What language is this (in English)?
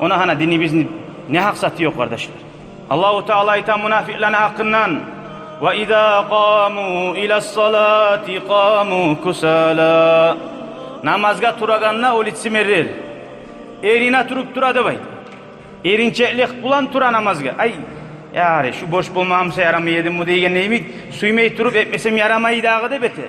Kumyk